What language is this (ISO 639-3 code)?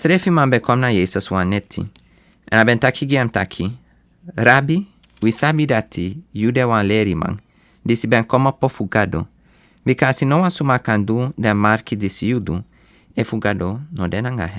srn